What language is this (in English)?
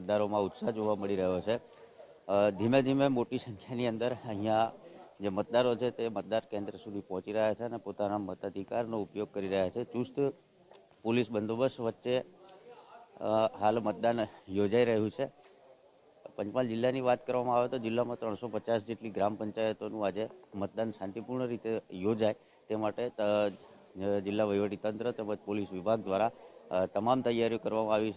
Gujarati